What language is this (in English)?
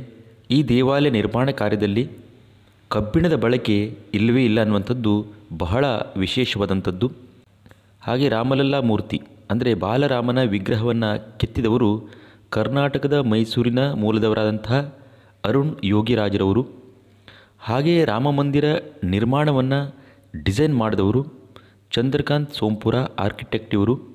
Kannada